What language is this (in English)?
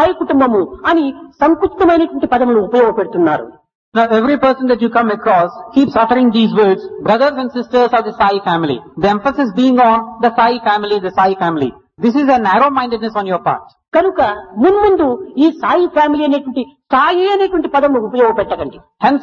Telugu